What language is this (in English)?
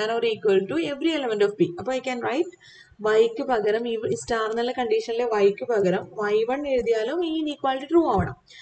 Malayalam